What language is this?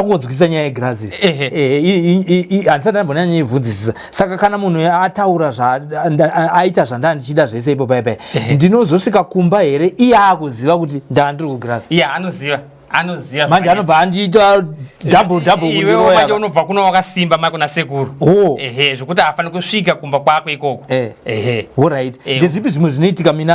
Shona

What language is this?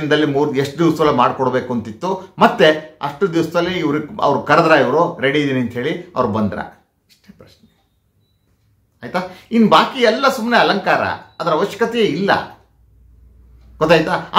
Kannada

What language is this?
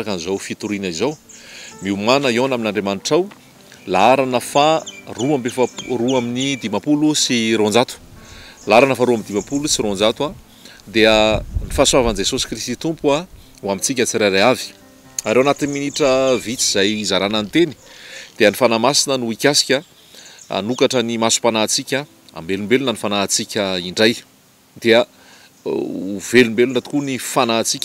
Malagasy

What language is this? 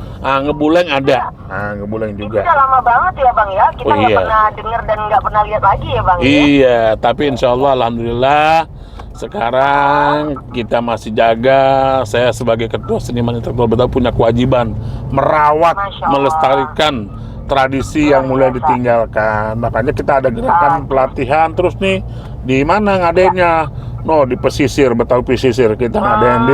Betawi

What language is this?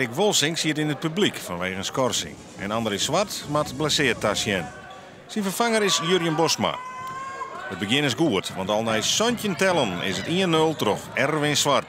Western Frisian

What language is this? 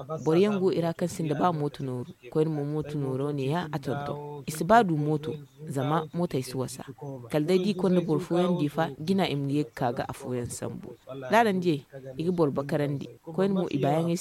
Zarma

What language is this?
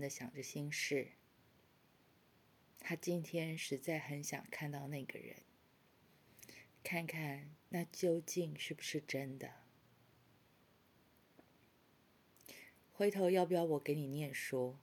Chinese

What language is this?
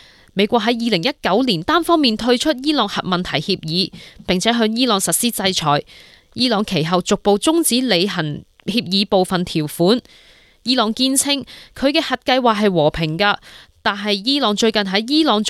Cantonese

